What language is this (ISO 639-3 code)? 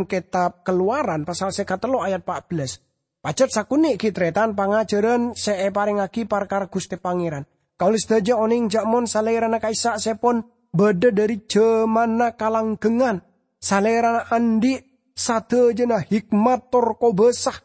mad